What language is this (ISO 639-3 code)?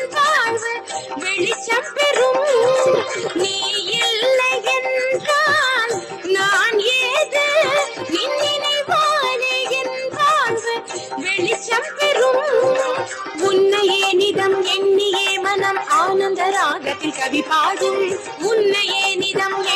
tam